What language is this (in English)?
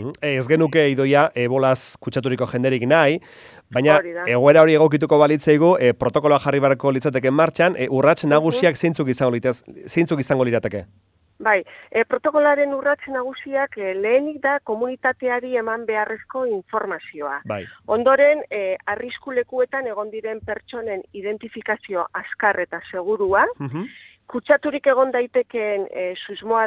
Basque